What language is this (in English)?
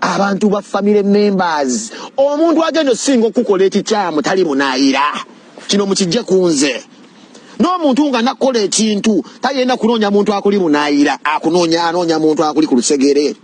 Ganda